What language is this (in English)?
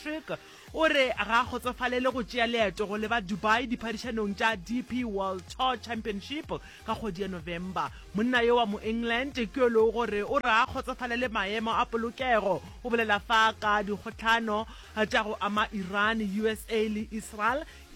Northern Sotho